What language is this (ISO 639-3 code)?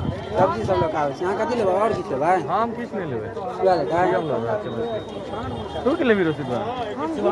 mai